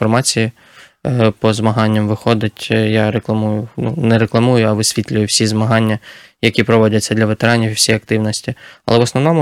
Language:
Ukrainian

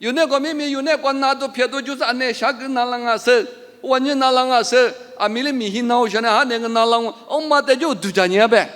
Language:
Lisu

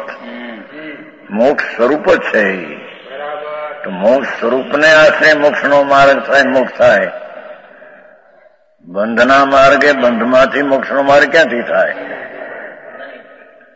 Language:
Gujarati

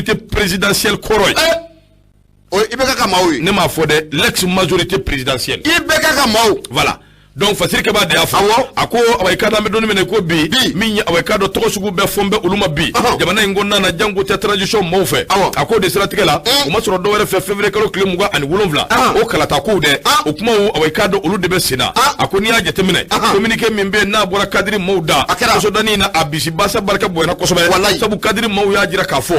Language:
Bambara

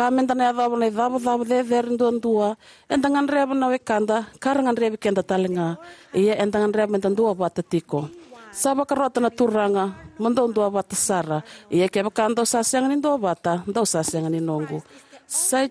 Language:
Fijian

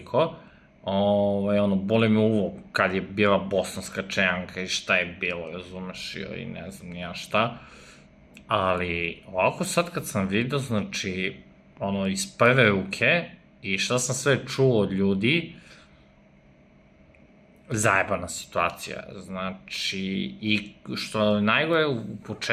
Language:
Serbian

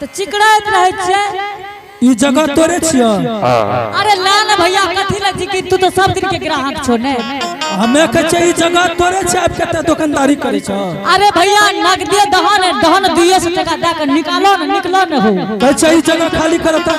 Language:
Angika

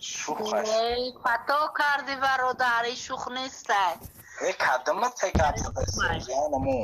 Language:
Tajik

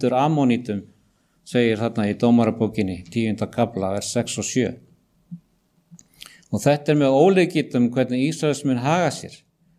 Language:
Icelandic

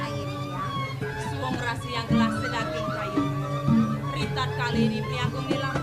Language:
Balinese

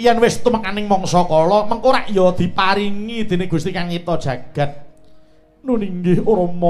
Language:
Javanese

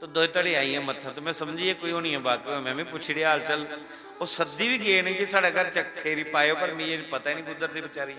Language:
Dogri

